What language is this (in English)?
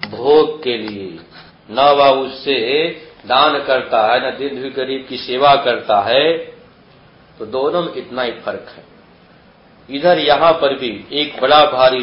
Hindi